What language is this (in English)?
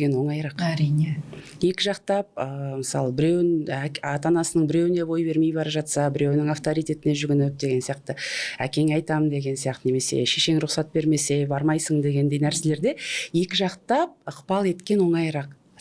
Kazakh